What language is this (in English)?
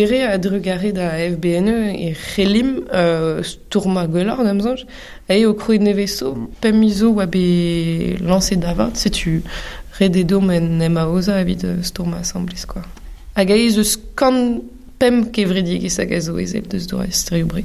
Breton